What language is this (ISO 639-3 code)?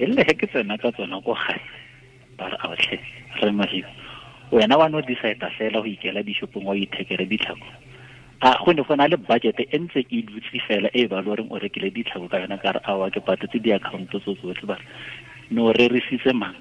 tsn